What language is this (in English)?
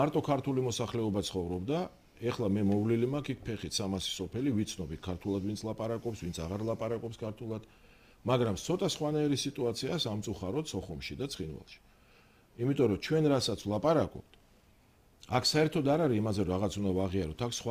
Georgian